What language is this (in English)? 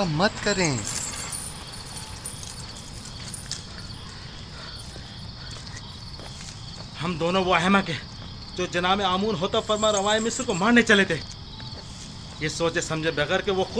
Hindi